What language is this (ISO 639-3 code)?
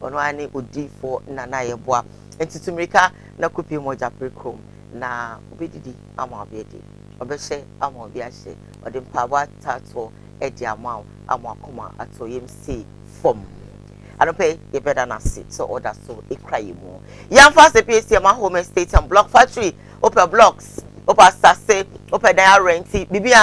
aka